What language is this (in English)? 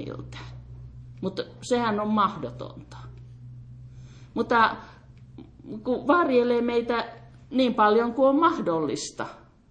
Finnish